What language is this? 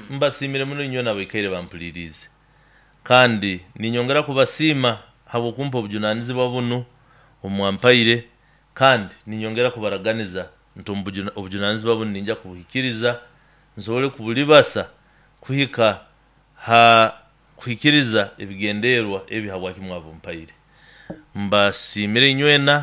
Nyoro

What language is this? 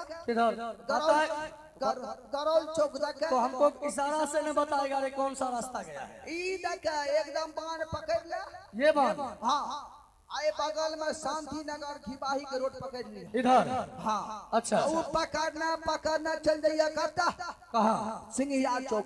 Maithili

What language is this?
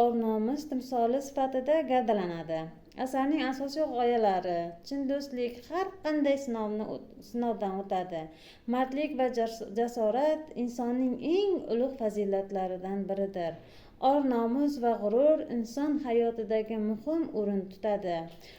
Uzbek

